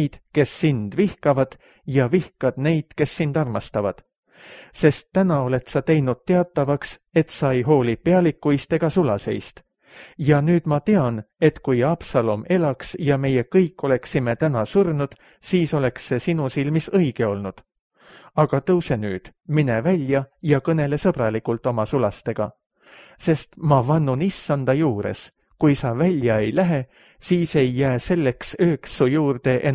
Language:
Estonian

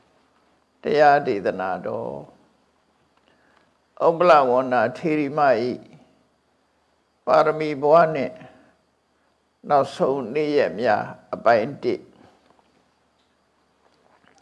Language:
Burmese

